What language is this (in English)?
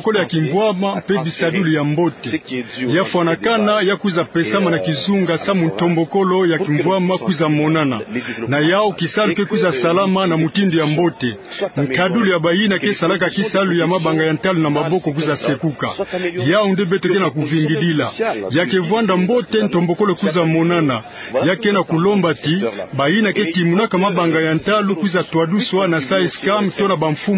Kituba (Democratic Republic of Congo)